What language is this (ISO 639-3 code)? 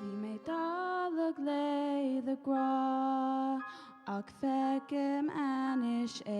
gle